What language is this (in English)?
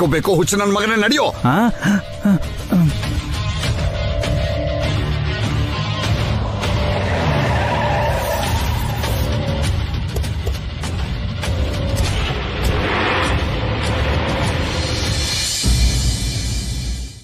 Kannada